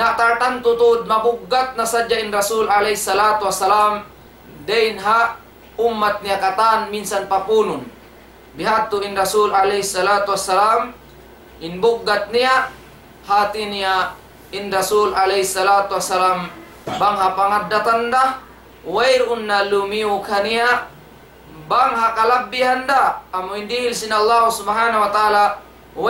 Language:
Tausug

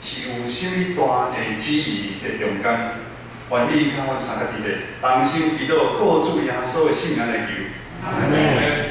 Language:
Min Nan Chinese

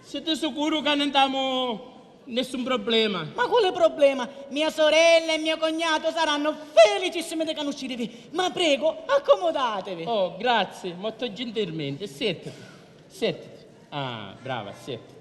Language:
Sicilian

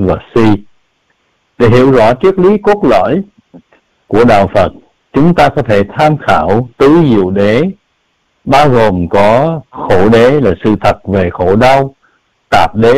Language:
Vietnamese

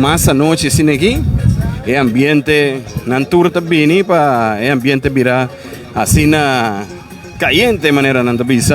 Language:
Papiamento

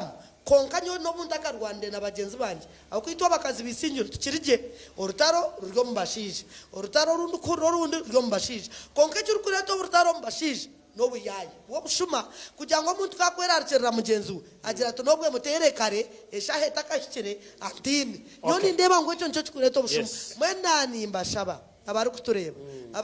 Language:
Nyankole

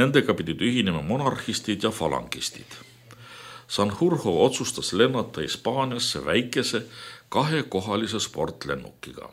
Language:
Estonian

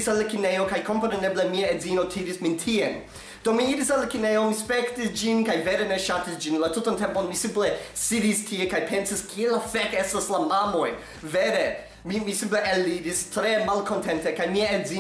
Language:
Esperanto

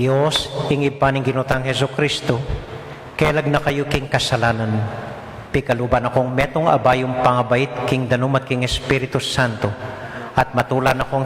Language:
Pampanga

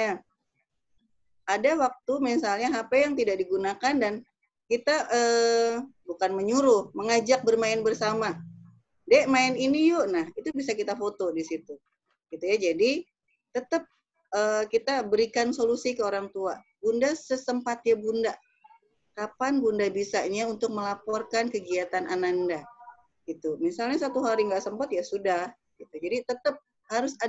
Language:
Indonesian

